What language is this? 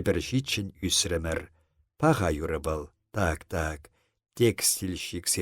Chuvash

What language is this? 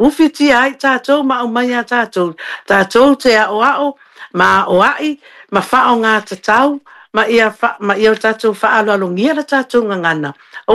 Samoan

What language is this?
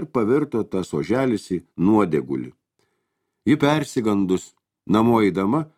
Lithuanian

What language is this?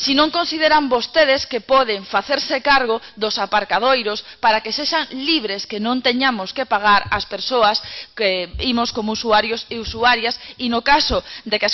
Galician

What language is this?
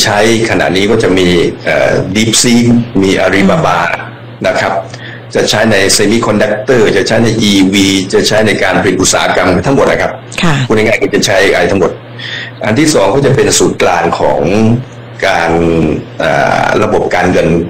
Thai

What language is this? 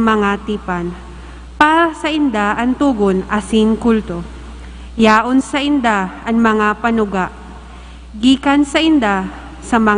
Bikol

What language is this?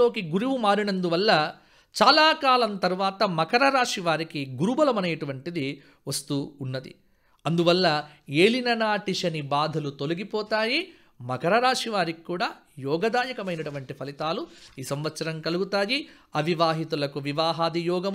Telugu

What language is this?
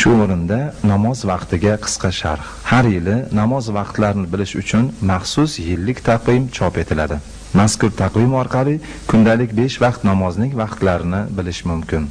Uzbek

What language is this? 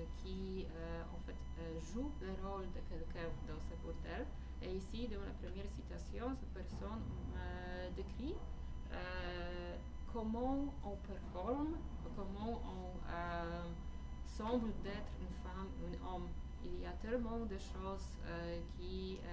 French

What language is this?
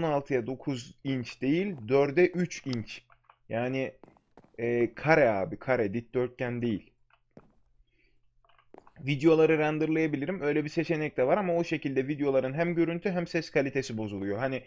Turkish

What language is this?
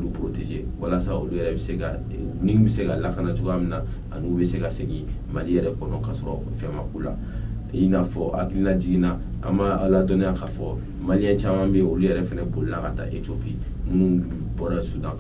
Bambara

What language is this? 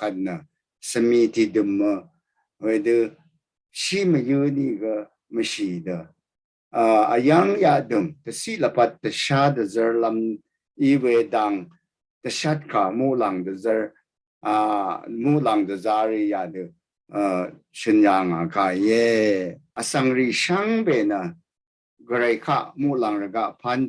Rawang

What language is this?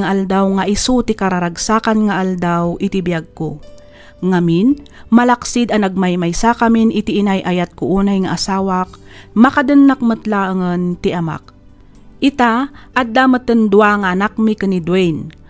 Iloko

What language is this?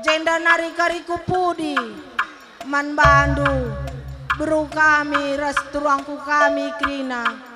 Batak Karo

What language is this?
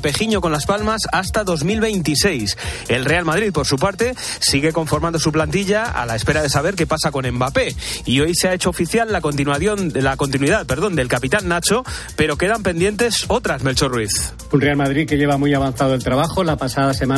Spanish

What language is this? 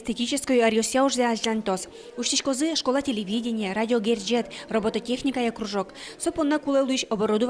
Udmurt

